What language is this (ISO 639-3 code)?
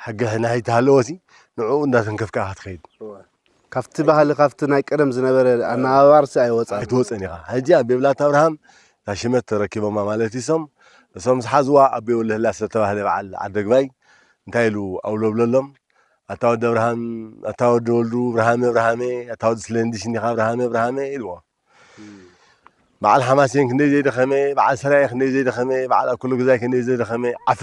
tir